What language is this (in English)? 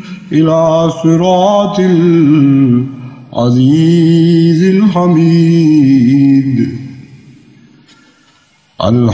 Urdu